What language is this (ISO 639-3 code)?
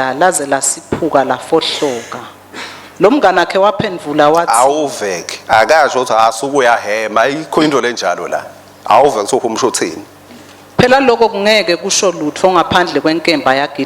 ssw